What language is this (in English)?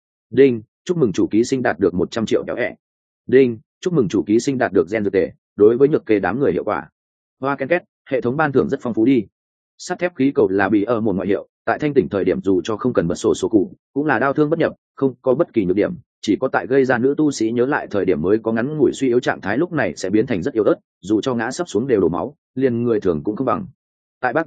Vietnamese